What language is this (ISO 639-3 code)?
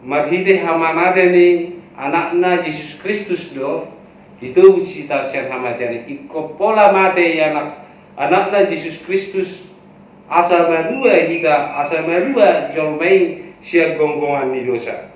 bbc